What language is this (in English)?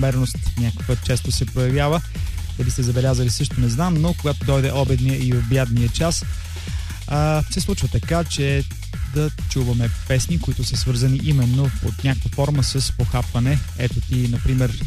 Bulgarian